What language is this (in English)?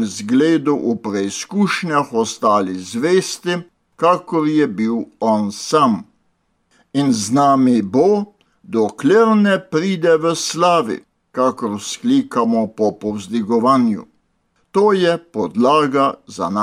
Slovenian